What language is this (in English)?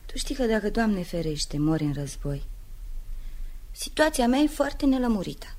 Romanian